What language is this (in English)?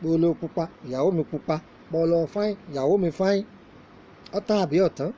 Yoruba